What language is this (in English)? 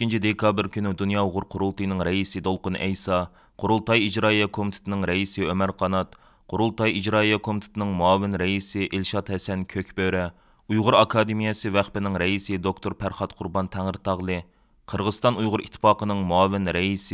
Uyghur